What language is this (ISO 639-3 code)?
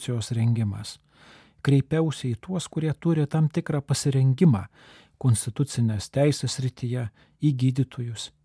lit